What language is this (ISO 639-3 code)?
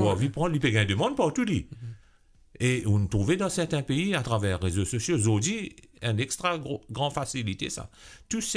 mfe